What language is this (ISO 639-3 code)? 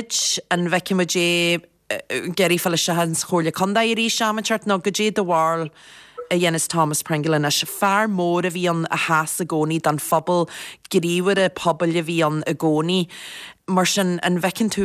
gle